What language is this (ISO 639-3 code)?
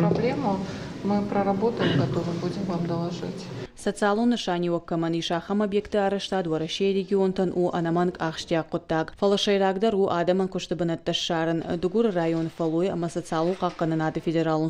oss